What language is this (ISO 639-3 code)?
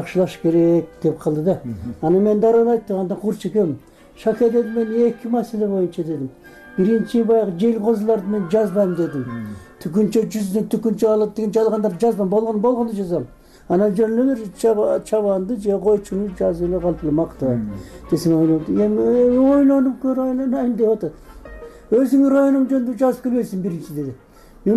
kir